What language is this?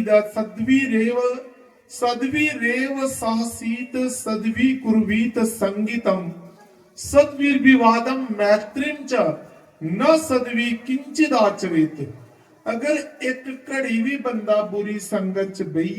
Dogri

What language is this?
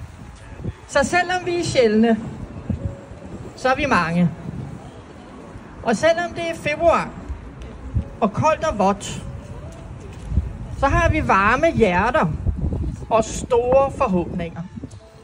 Danish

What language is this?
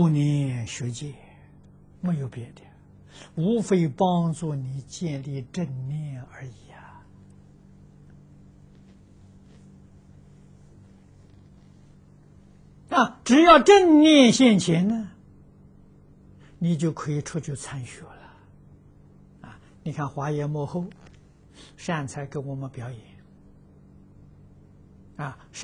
Chinese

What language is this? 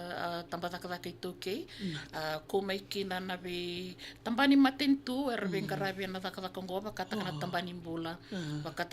Fijian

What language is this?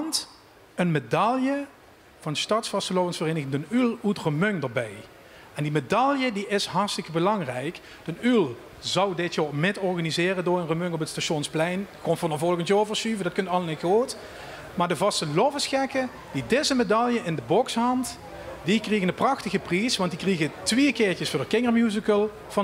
Limburgish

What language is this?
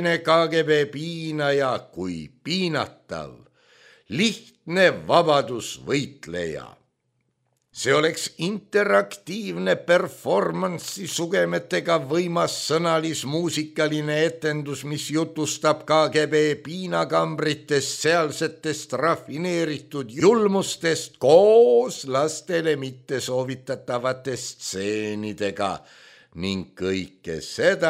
Estonian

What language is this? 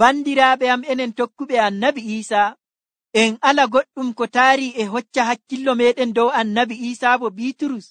Nigerian Fulfulde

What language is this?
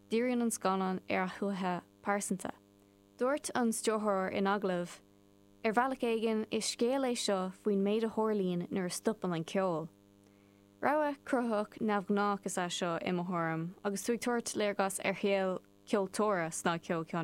Irish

